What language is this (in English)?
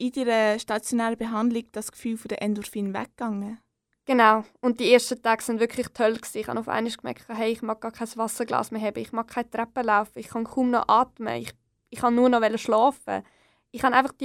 German